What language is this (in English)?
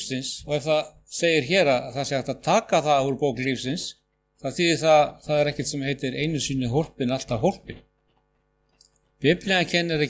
Icelandic